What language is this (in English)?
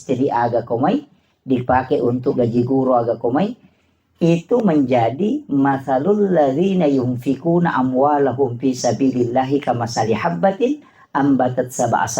Buginese